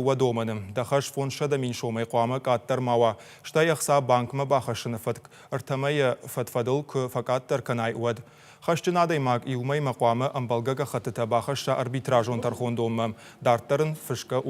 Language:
Ossetic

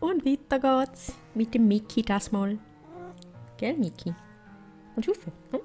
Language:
Swiss German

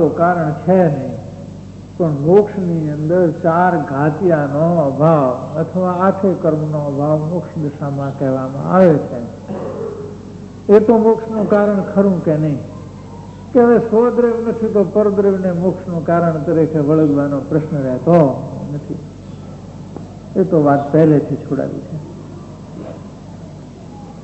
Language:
Gujarati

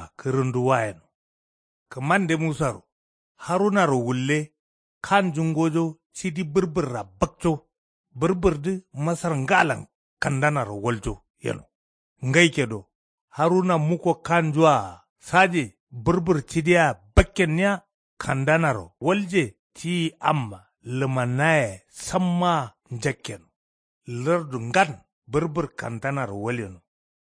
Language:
Kanuri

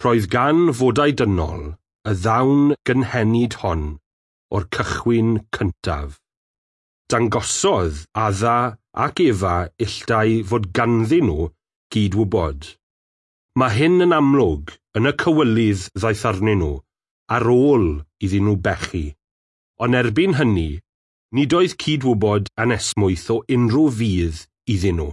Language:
Welsh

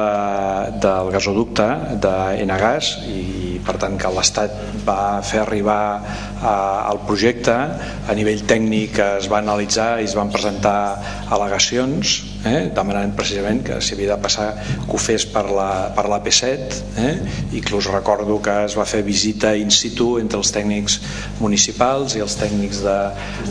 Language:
Catalan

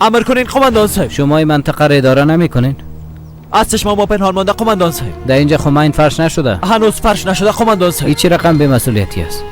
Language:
Persian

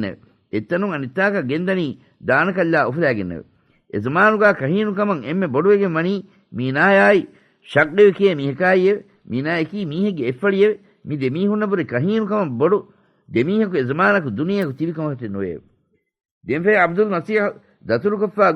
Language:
Divehi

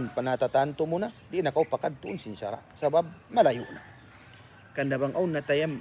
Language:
Tausug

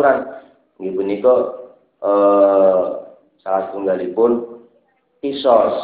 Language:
Javanese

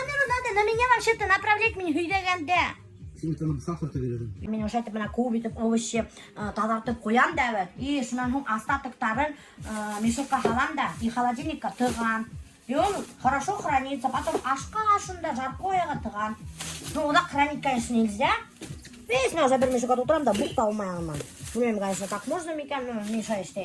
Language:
Bashkir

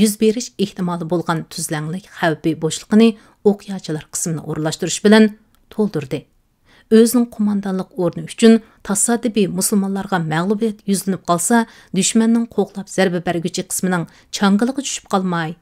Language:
Uyghur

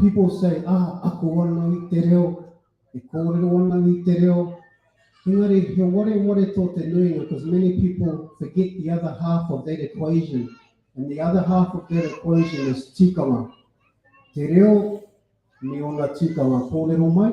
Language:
Māori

